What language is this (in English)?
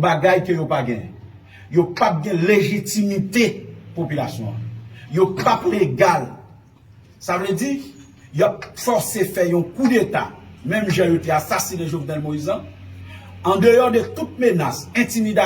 Haitian Creole